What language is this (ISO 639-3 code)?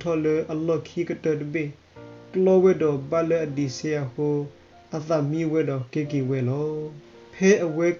ksw